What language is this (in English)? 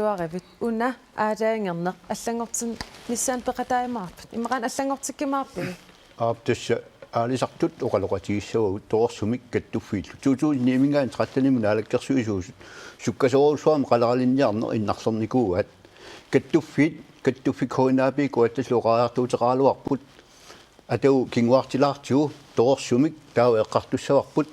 Kalaallisut